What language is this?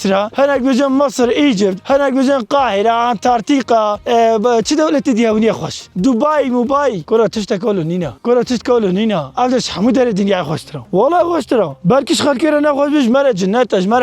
Kurdish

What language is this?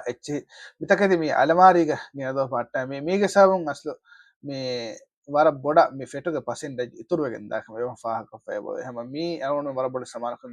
Divehi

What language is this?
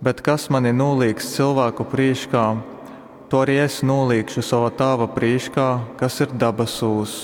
Latgalian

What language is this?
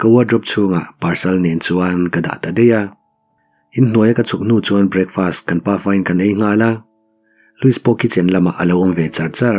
Mizo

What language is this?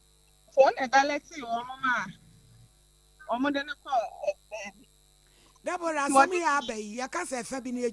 Akan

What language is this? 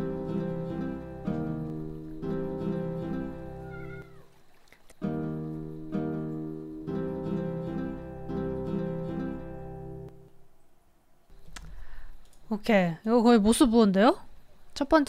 Korean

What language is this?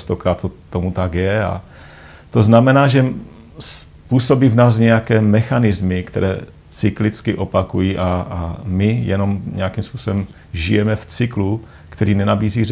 Czech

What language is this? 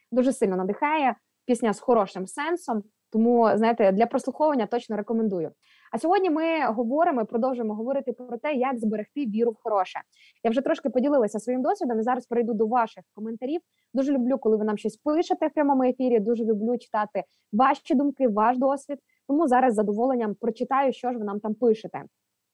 Ukrainian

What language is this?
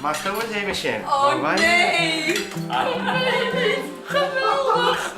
Western Frisian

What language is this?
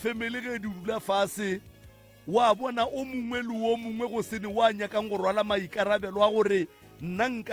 Northern Sotho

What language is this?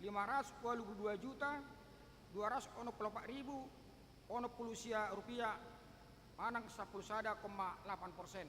Batak Toba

